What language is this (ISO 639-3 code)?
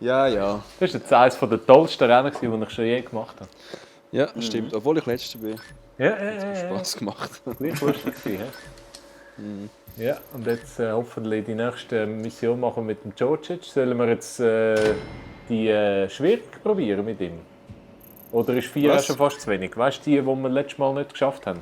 gsw